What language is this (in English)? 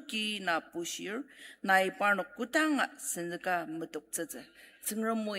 Ao Naga